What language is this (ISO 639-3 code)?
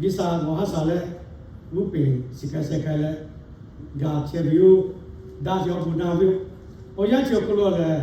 lhu